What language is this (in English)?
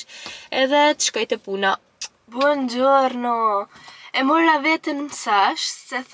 Albanian